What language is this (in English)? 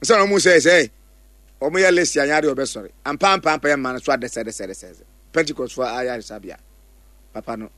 Akan